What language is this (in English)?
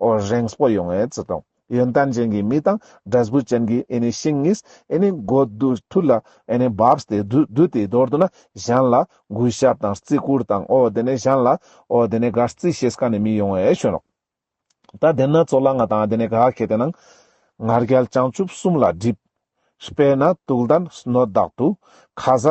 Ladakhi